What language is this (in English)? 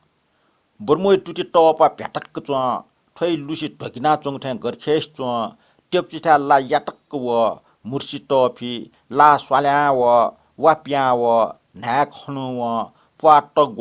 Newari